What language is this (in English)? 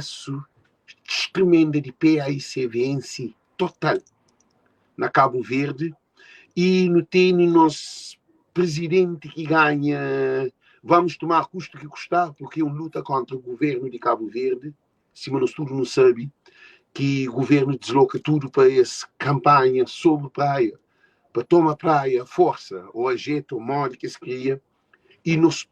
Kabuverdianu